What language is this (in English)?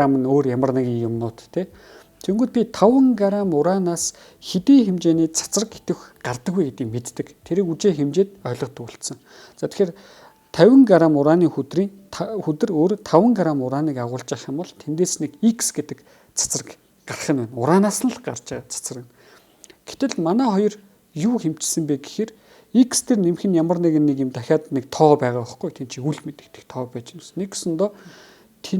Mongolian